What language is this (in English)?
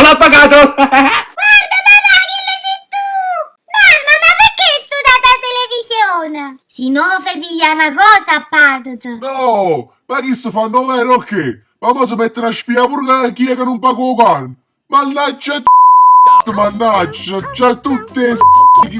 Neapolitan